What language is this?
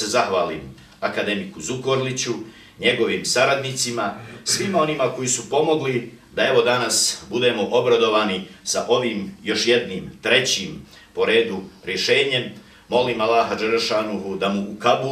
Bosnian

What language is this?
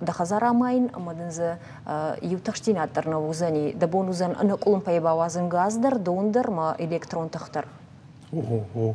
Ossetic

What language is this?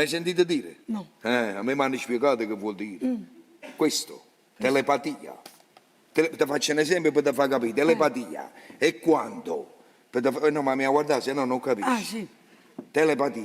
Neapolitan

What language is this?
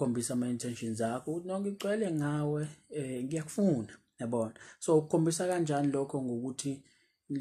Zulu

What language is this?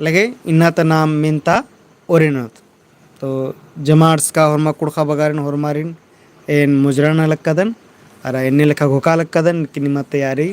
Kurukh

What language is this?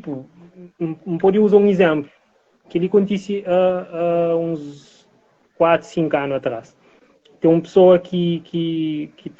Kabuverdianu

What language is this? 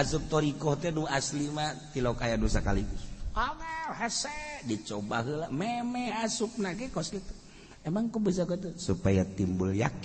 Sundanese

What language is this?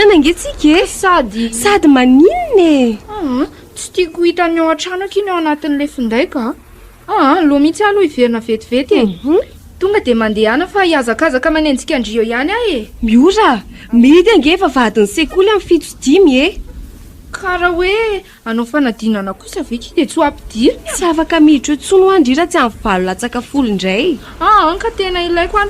Malagasy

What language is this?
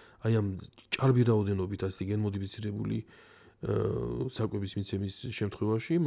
Georgian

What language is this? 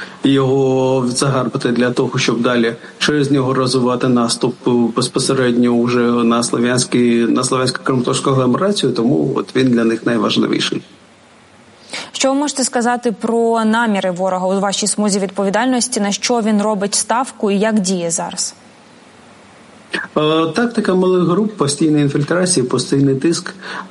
Ukrainian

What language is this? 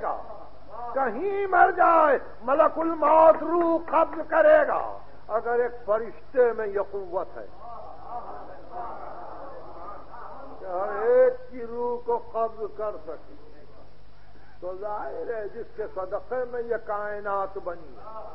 Urdu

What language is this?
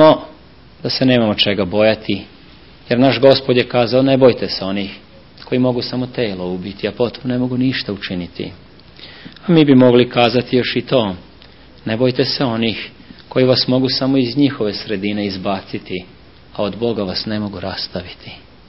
Serbian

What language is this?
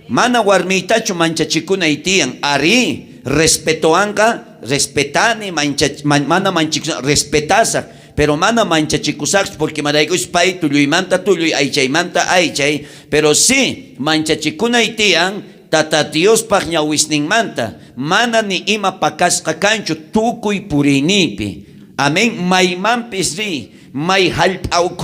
South Bolivian Quechua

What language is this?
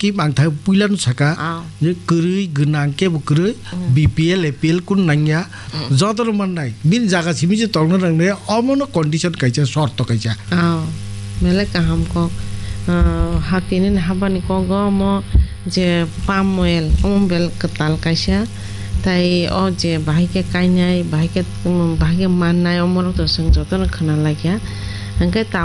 Kok Borok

